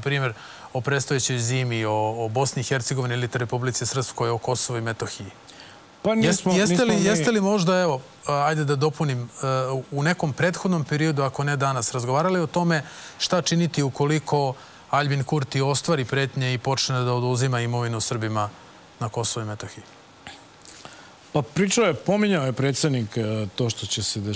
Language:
Serbian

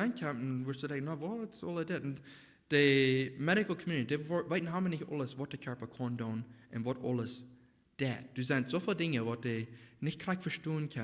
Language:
Plautdietsch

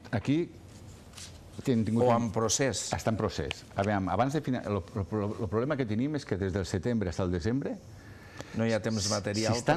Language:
Catalan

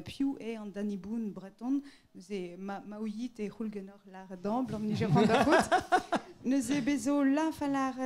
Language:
Breton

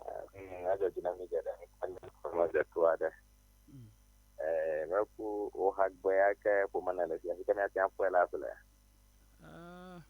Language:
Ewe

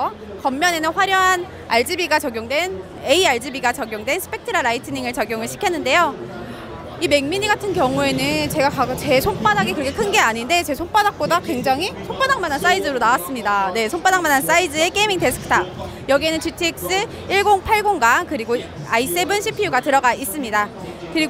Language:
Korean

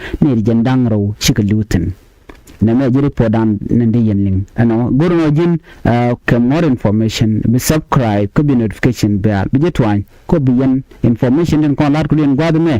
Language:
Nuer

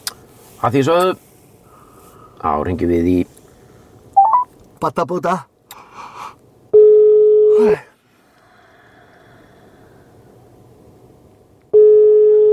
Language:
Icelandic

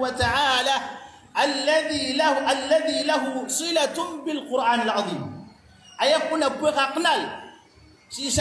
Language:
Maranao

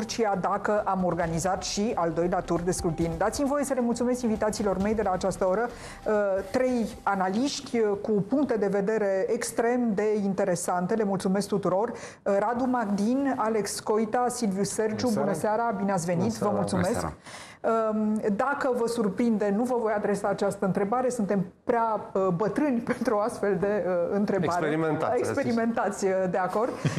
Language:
Romanian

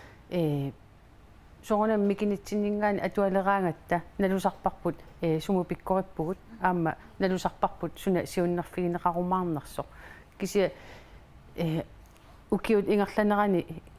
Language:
Kalaallisut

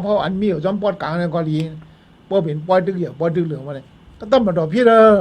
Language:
Shan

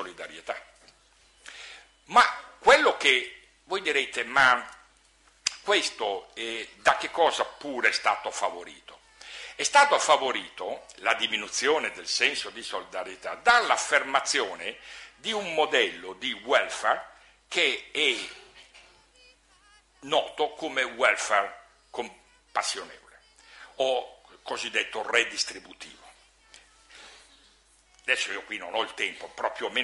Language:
Italian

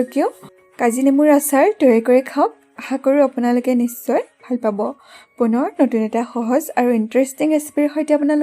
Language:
Assamese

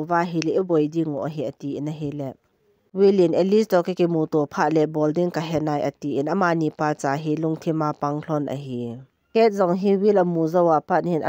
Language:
Thado Chin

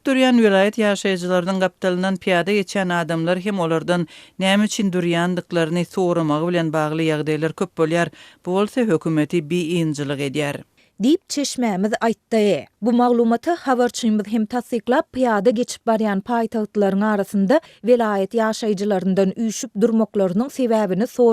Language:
Turkmen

